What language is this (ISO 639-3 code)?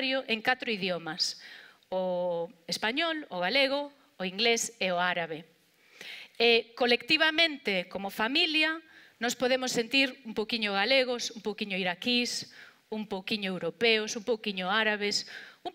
glg